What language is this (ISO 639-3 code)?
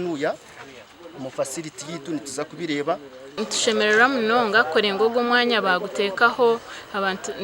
nyn